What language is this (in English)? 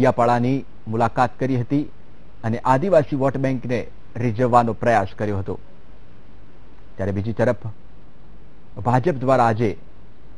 Gujarati